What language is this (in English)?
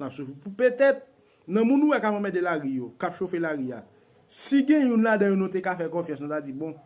Haitian Creole